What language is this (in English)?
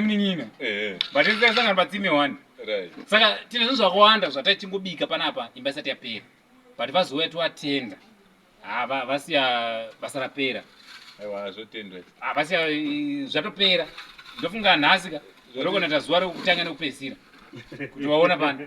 Shona